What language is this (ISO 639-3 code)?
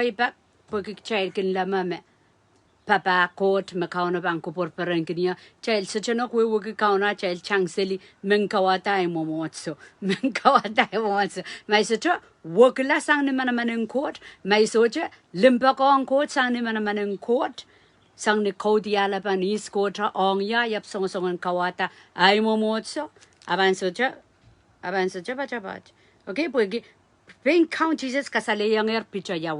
pon